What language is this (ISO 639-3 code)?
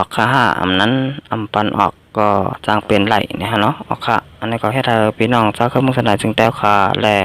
shn